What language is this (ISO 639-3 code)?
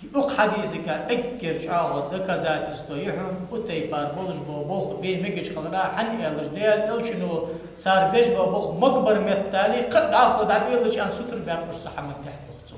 inh